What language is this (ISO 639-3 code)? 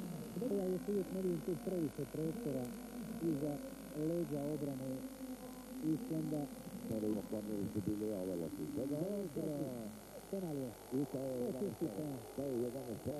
hrv